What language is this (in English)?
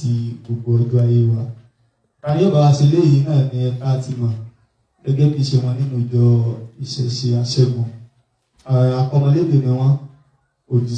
Yoruba